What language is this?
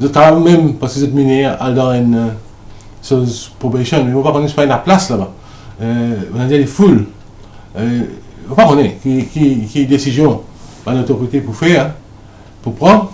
Morisyen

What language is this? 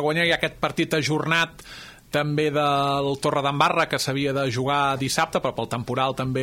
Catalan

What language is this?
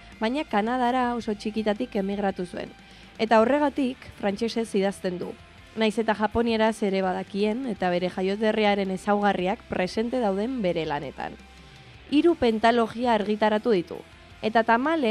Basque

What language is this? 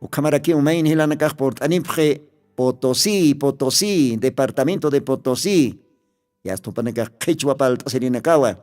Aymara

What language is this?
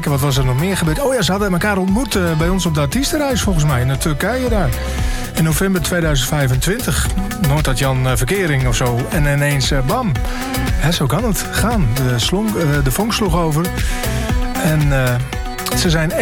Dutch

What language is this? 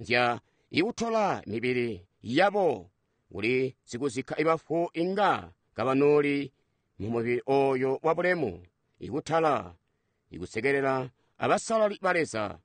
Tonga (Zambia)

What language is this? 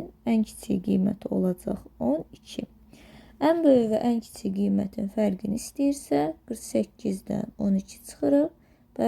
Azerbaijani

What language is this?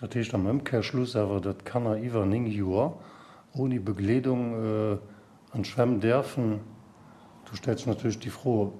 Luxembourgish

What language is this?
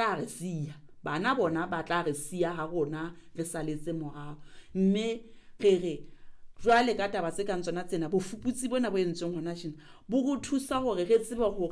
Southern Sotho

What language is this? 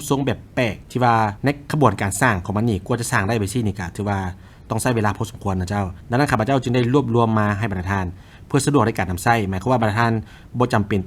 Lao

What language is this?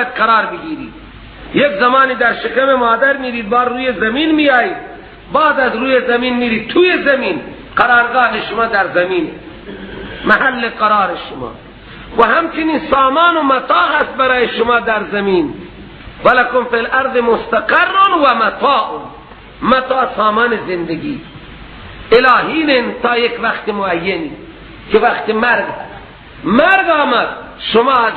Persian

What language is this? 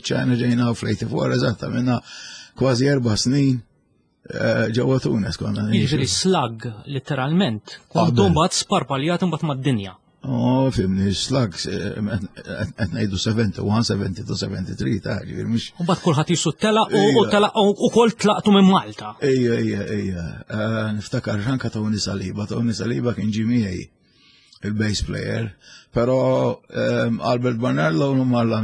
Maltese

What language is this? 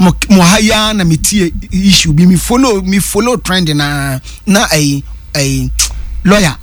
Akan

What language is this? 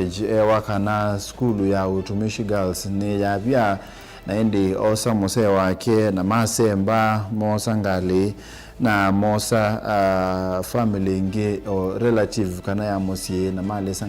Kamba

